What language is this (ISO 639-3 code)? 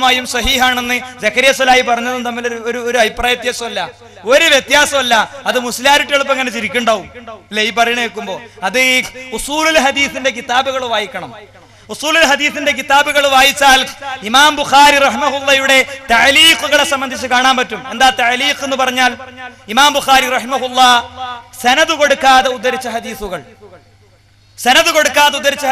mal